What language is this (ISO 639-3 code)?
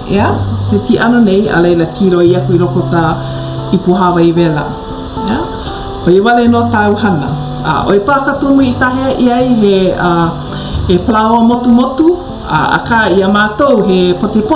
haw